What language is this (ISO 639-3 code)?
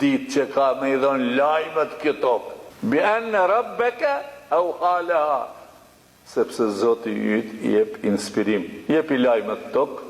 sqi